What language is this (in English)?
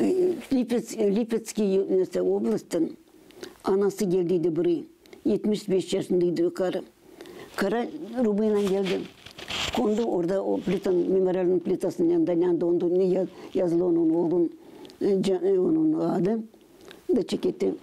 Gagauz